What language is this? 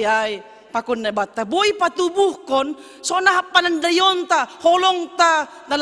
Batak Simalungun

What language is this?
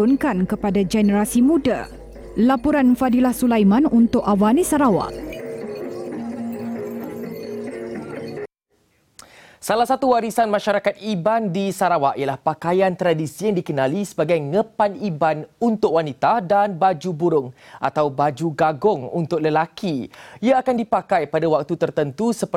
Malay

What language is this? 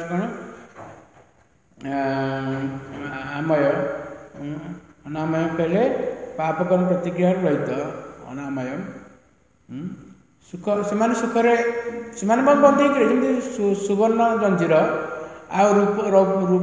Odia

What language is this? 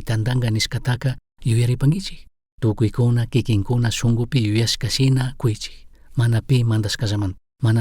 Chimborazo Highland Quichua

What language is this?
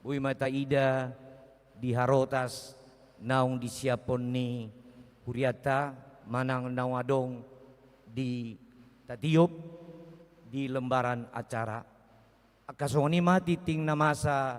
Batak Toba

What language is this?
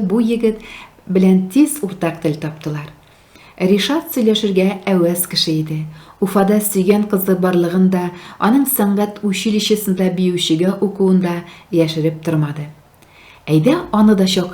Tatar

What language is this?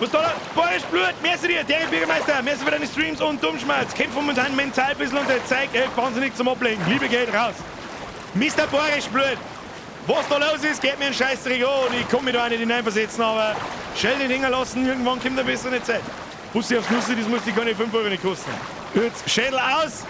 Bavarian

